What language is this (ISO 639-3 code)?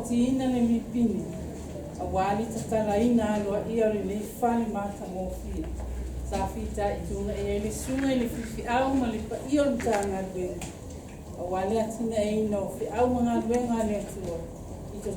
smo